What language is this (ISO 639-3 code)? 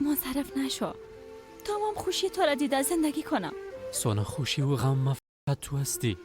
fas